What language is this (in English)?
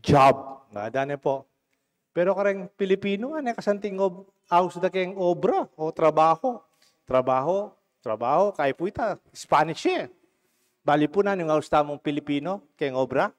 Pampanga